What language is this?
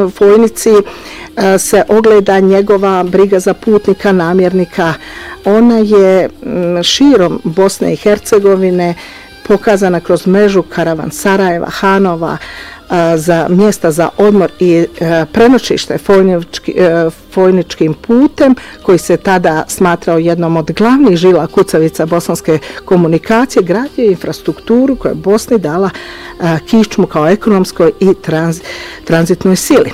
Bosnian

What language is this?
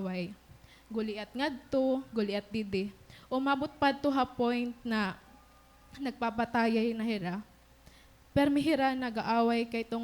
Waray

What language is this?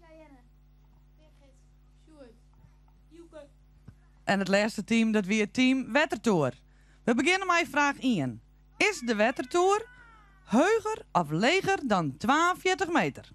Western Frisian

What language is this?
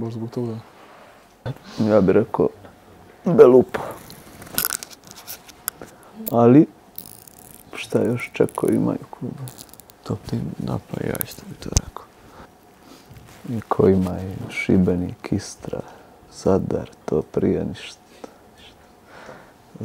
Croatian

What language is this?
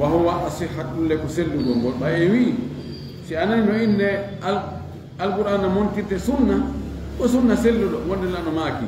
Fula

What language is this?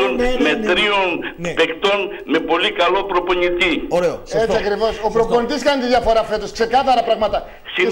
Greek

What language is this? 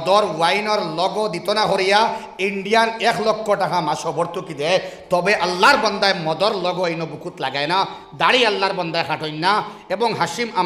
Sylheti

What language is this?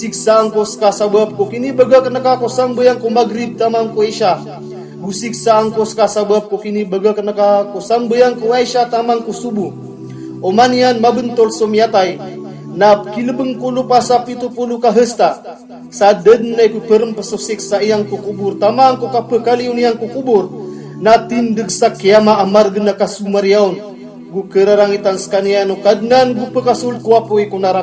Maranao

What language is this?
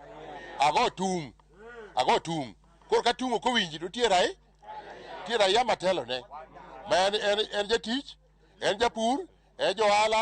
Luo (Kenya and Tanzania)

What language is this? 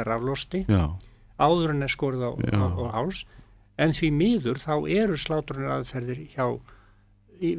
Icelandic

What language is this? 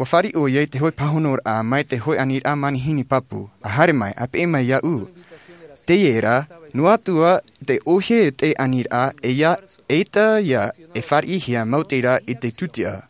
Tahitian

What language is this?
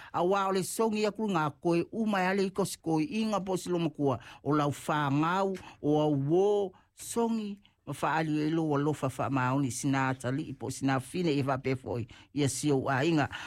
Samoan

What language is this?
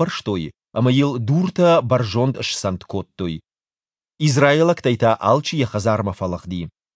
Ossetic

